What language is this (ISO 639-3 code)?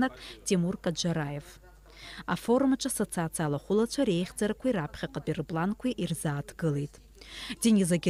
abk